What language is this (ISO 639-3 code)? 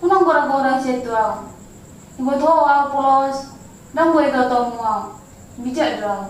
bbc